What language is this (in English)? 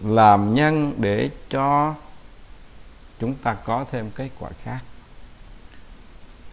Vietnamese